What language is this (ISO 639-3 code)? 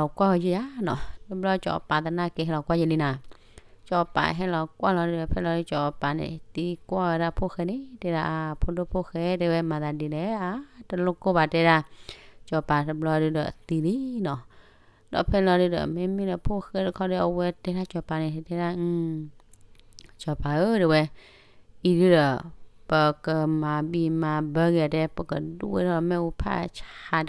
ksw